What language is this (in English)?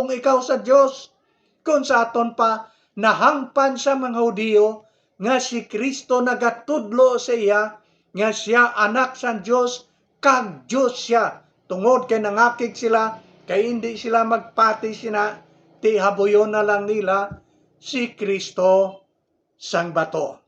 Hiligaynon